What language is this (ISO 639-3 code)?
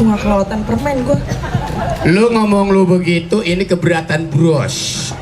bew